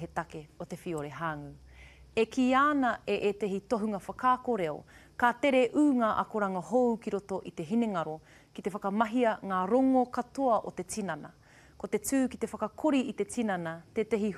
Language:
Māori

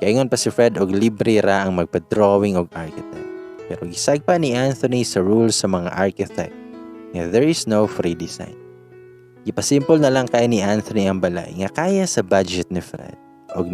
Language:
Cebuano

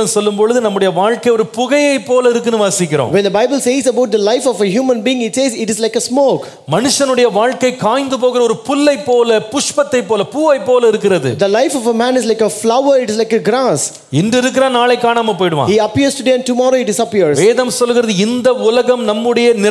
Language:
Tamil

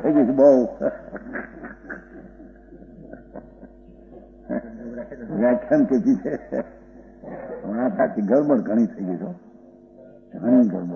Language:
Gujarati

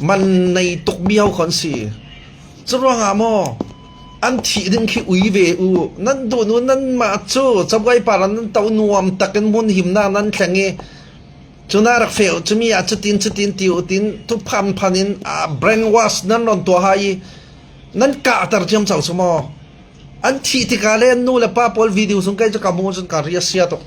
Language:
Falam Chin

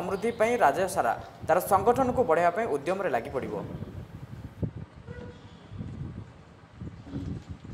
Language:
Odia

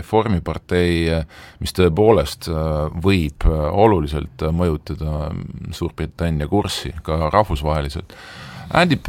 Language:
Estonian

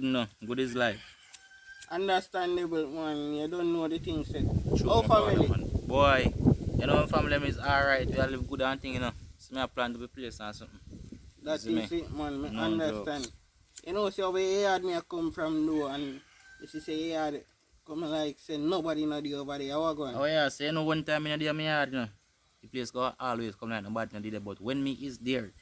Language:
Jamaican Creole English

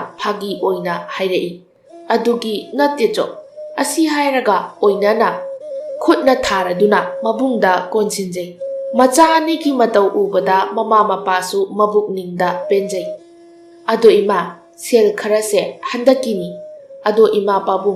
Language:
Manipuri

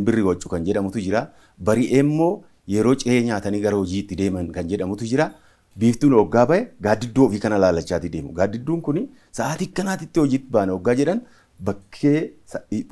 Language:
Oromo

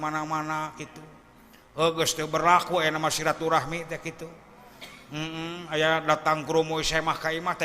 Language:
Sundanese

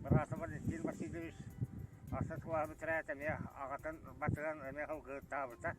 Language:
Yakut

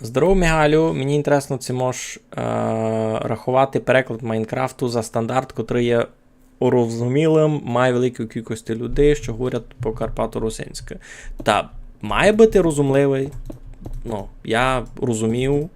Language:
Rusyn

